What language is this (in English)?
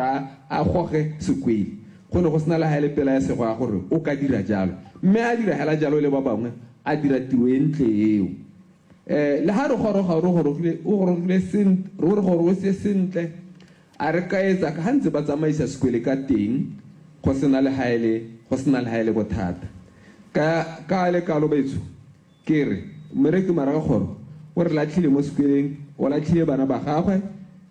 Tswana